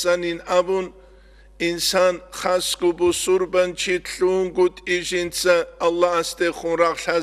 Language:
Avaric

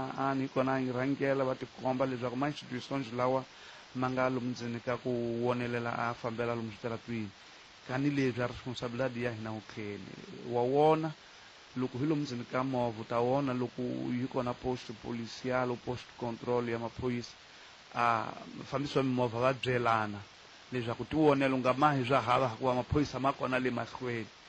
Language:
Tsonga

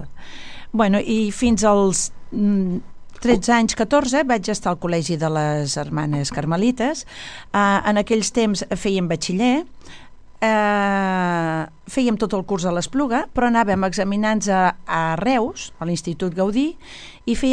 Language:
Catalan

